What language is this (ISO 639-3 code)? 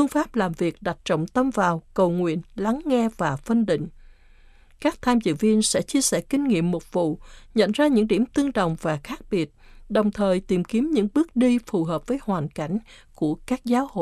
vie